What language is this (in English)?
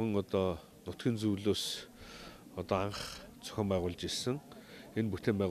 Mongolian